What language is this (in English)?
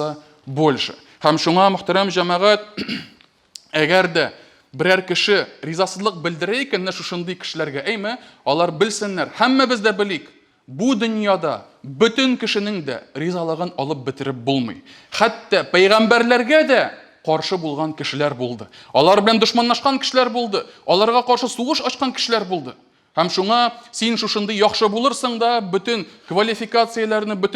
Tatar